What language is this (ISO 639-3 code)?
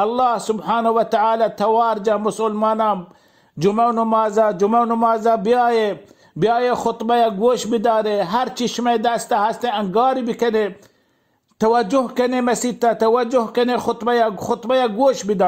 bal